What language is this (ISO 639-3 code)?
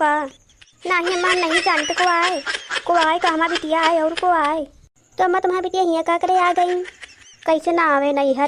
awa